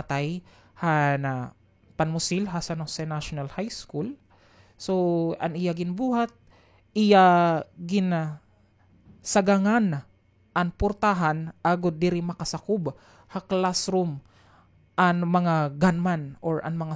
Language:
Waray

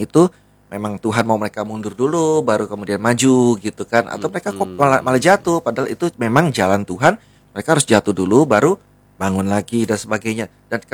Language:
Indonesian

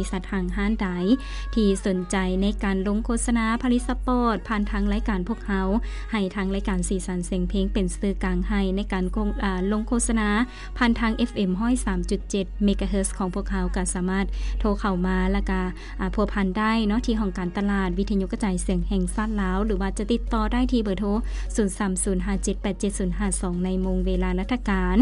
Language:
Lao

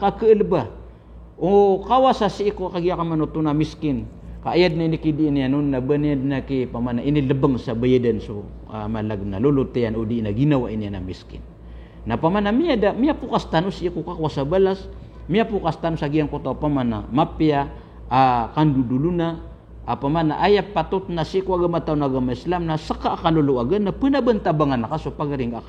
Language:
Maranao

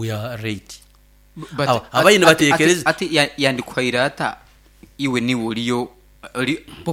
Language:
Nyoro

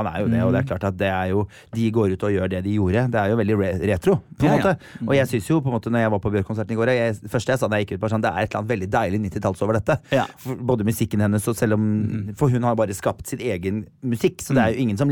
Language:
Norwegian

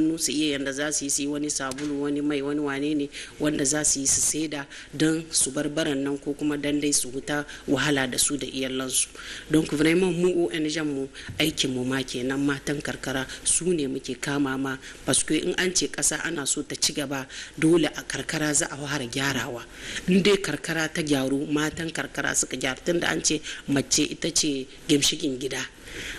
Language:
Hausa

